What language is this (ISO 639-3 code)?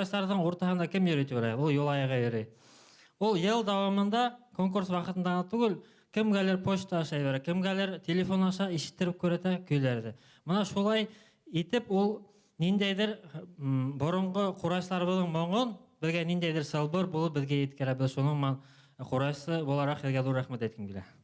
bak